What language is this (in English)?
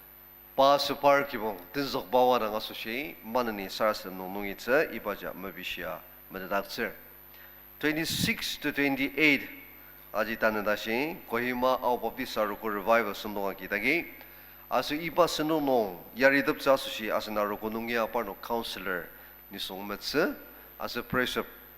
Ao Naga